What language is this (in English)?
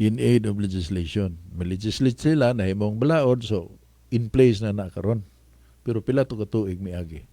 Cebuano